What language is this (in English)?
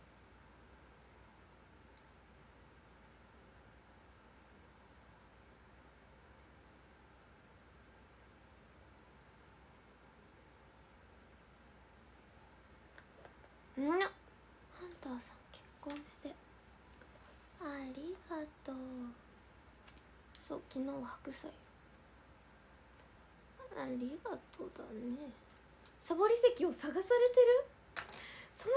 Japanese